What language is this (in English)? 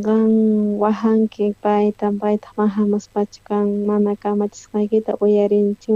South Bolivian Quechua